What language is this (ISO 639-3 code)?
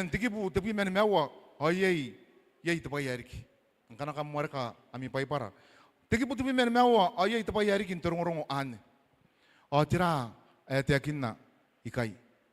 gil